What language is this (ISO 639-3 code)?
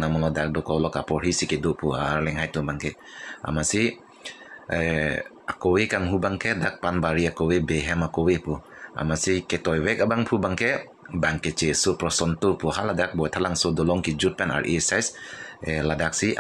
mjw